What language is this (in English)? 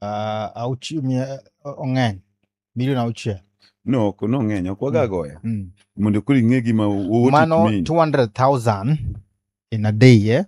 Luo (Kenya and Tanzania)